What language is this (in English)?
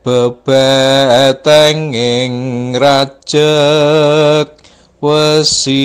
Javanese